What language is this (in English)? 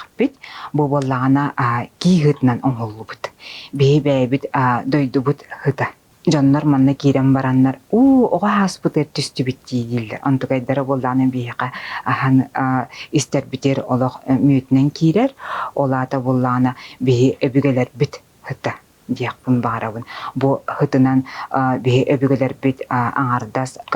Yakut